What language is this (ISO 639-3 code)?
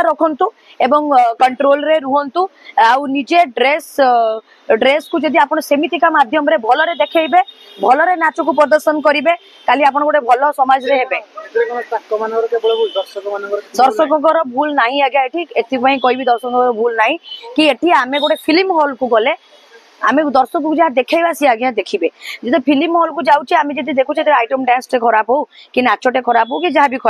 ori